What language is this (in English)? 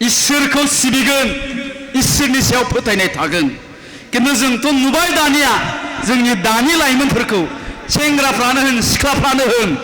Bodo